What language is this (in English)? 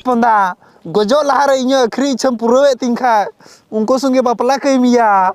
Santali